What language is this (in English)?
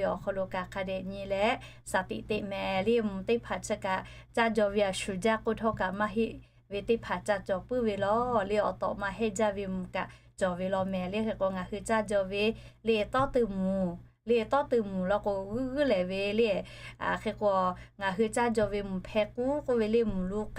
Lahu